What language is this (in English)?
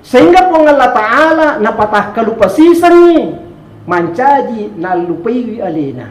Buginese